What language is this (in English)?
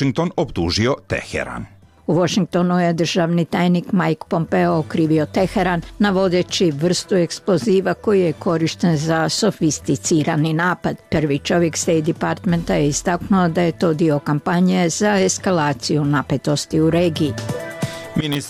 Croatian